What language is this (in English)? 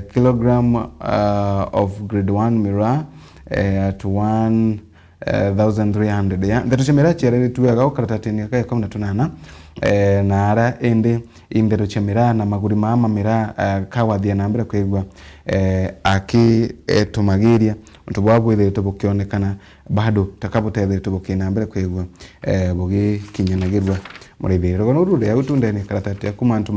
Meru